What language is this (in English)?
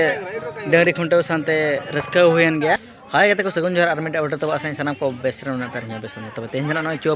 Santali